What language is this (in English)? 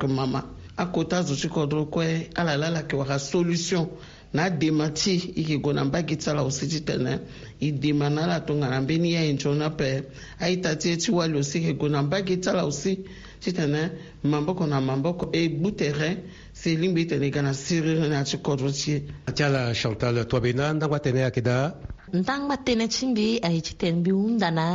Sango